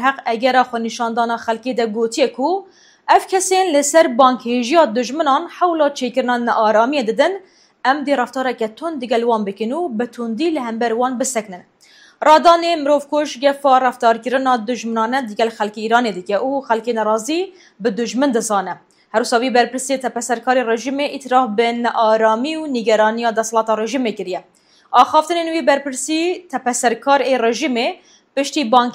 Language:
Kurdish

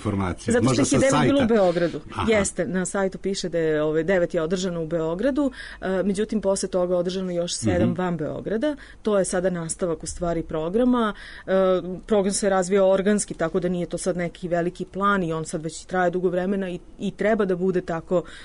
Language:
Serbian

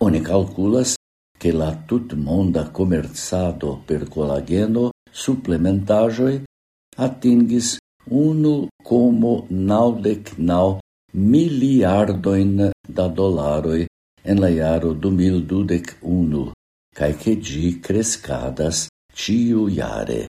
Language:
Esperanto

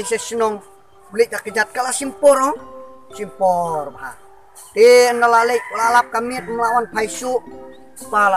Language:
Khasi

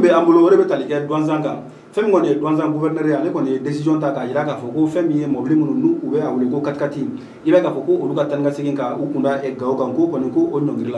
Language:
Bambara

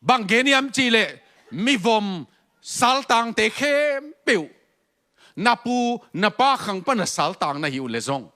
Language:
Tedim Chin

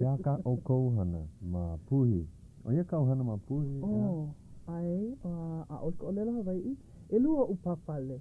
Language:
Hawaiian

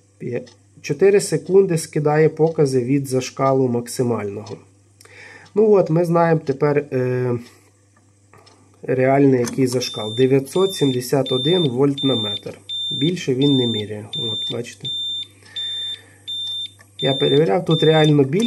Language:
Ukrainian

